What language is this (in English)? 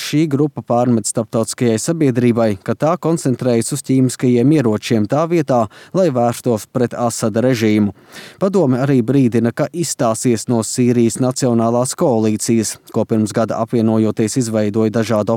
Latvian